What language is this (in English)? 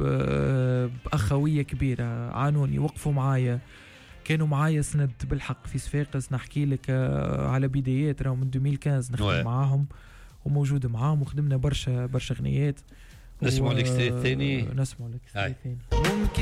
Tunisian Arabic